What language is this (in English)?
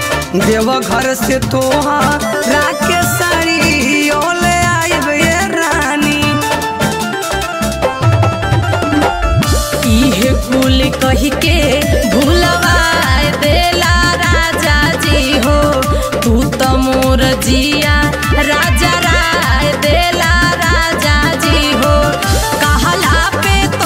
Bhojpuri